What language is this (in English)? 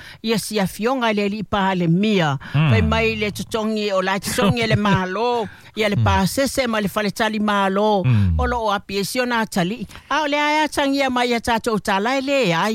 Samoan